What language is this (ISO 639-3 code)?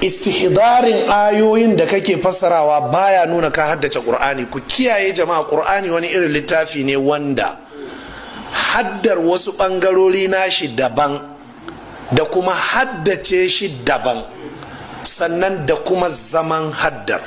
hau